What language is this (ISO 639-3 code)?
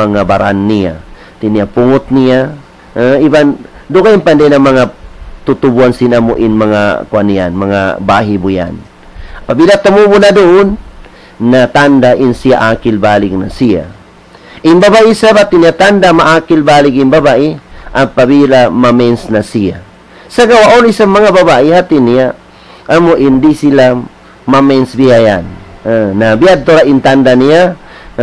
tsg